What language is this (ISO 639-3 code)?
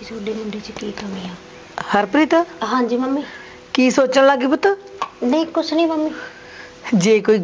pan